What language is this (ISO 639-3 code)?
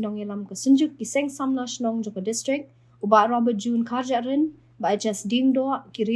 kha